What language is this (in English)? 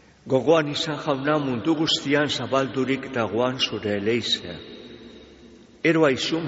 Basque